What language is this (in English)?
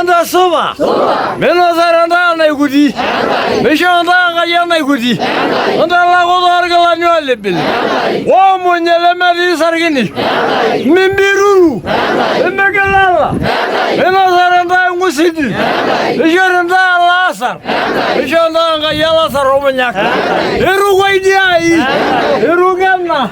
Masai